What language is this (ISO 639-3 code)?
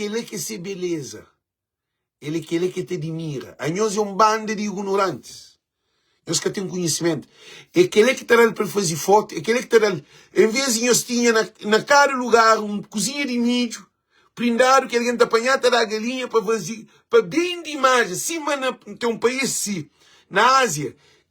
kea